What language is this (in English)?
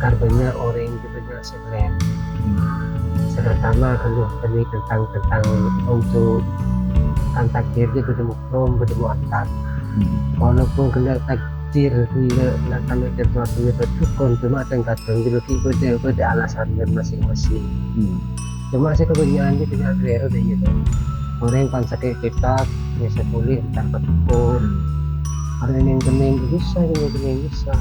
Madurese